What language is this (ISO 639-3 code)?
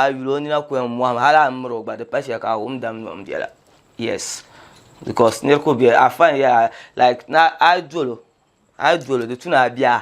dag